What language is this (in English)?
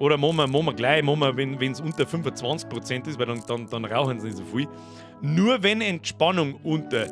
Bavarian